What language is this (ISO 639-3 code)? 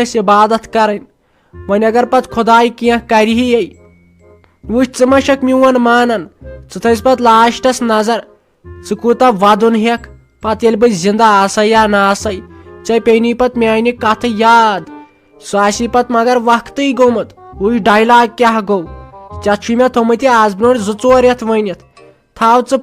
kas